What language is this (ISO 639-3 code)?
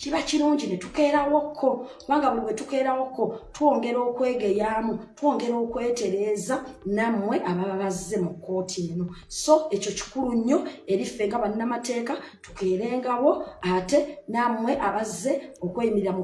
lug